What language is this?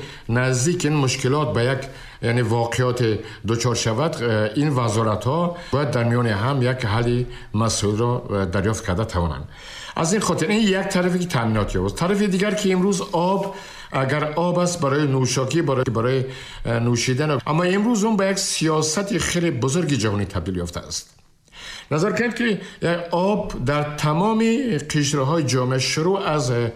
Persian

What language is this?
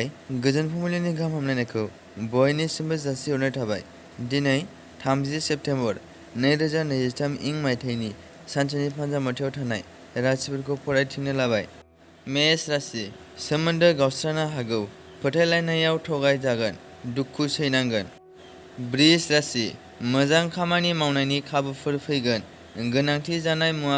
Bodo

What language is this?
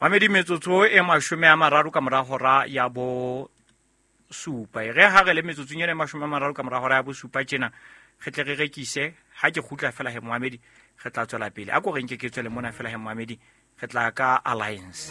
Southern Sotho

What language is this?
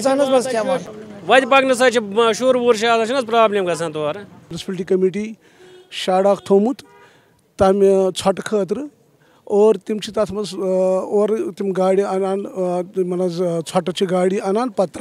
Kashmiri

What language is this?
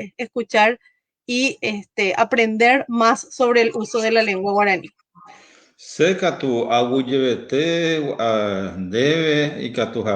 Guarani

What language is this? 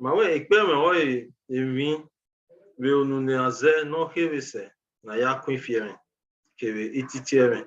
Bini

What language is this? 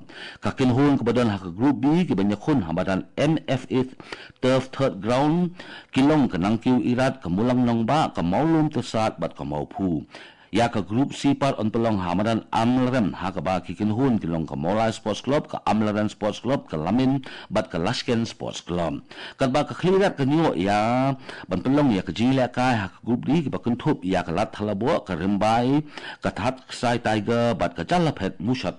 Khasi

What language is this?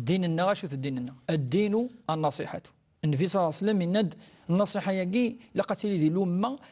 Kabyle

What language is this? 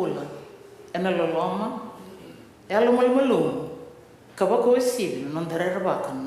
Fijian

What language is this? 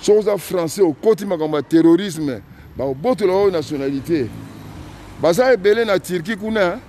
Lingala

